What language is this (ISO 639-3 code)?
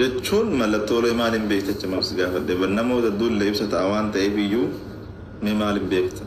orm